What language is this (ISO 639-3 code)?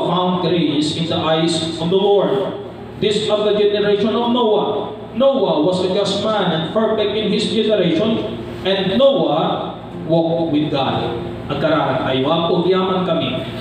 ilo